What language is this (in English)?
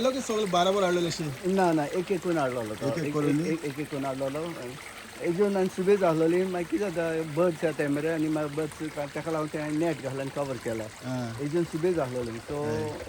Konkani